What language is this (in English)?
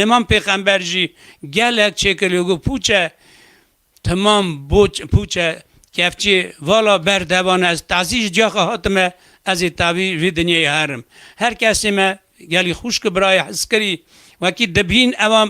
Kurdish